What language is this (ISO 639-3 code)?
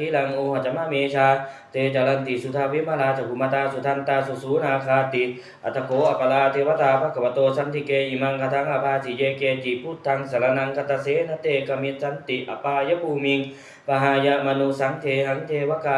pli